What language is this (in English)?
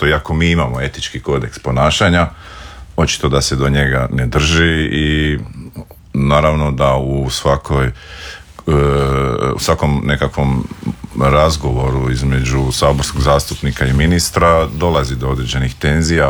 Croatian